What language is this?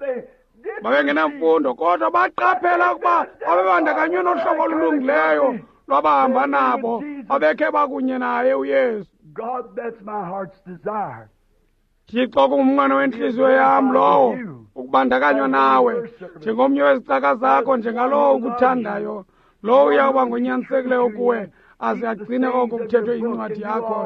Xhosa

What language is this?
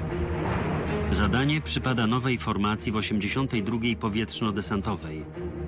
Polish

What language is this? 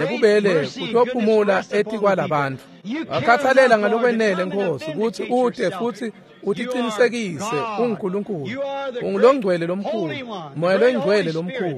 Swati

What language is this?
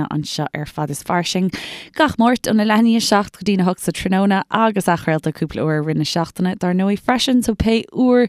Irish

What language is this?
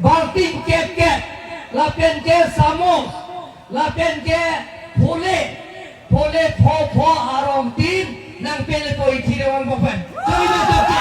Karbi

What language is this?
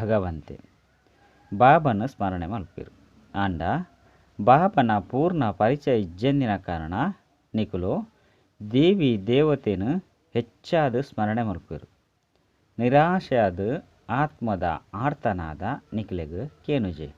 Tulu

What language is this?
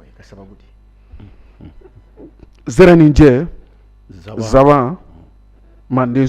Bambara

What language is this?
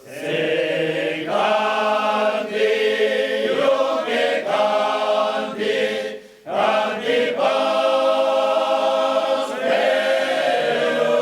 Occitan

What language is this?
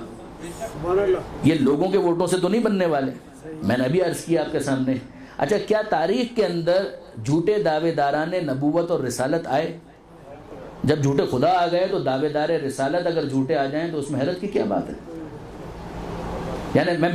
Urdu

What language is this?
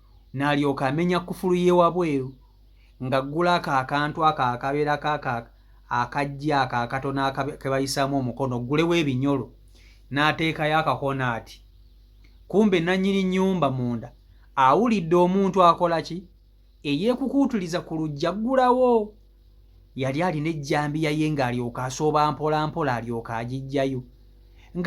Ganda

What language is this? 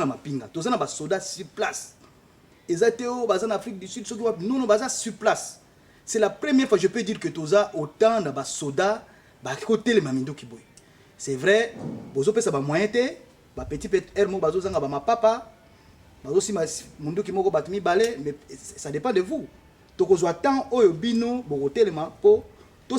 Lingala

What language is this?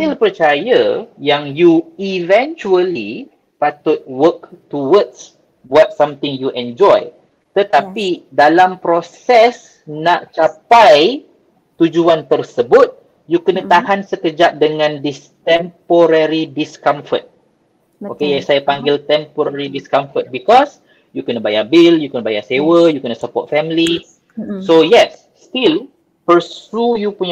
Malay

